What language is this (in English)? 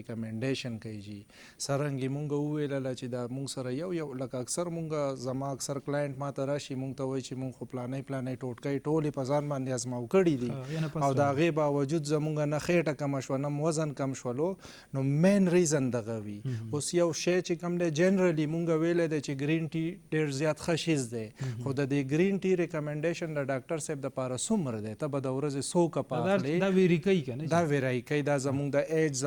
Pashto